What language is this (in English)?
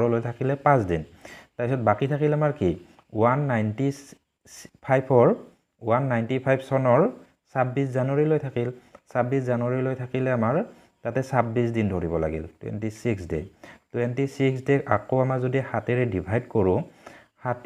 Assamese